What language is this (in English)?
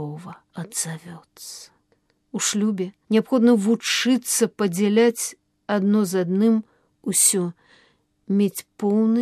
Belarusian